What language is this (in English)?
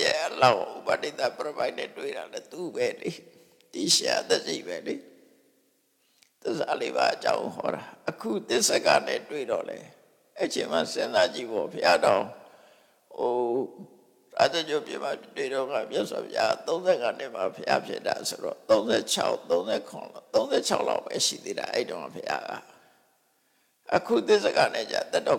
Burmese